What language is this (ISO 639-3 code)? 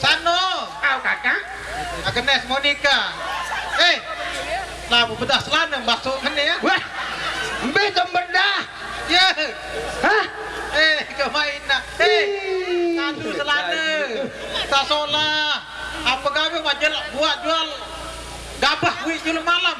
sas